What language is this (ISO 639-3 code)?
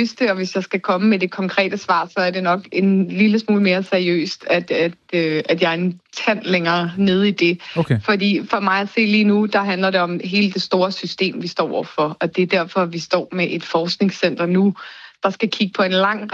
dan